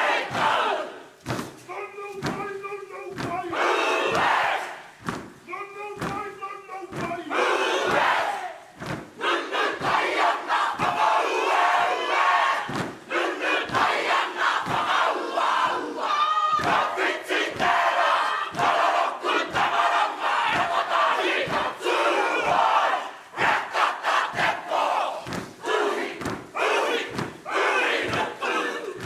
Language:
Māori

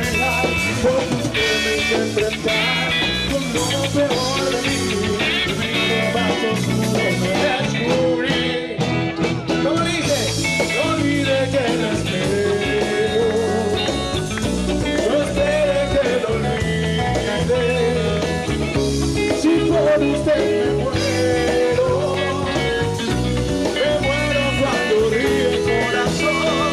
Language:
Spanish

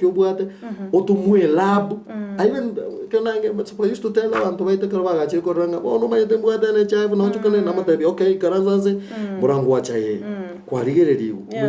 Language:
Gusii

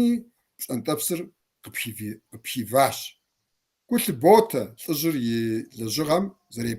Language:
Kabardian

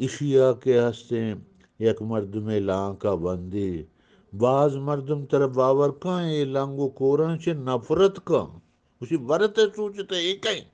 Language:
Eastern Balochi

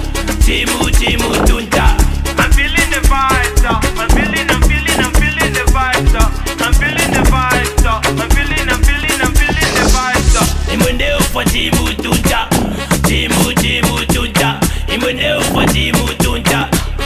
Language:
Bemba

